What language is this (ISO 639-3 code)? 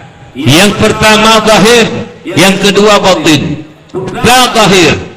ace